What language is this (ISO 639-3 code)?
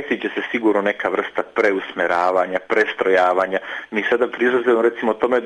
srp